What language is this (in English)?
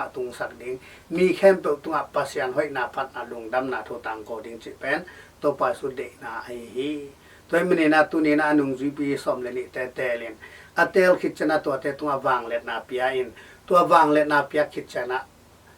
Tedim Chin